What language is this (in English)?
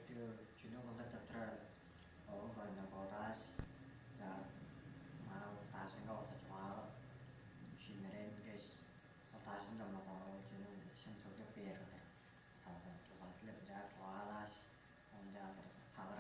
Tuvinian